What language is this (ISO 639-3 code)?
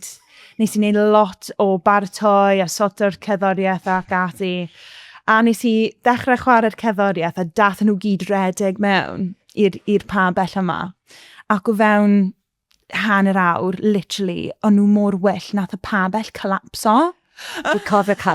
cym